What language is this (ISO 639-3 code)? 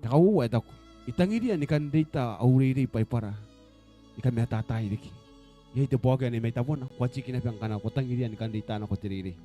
gil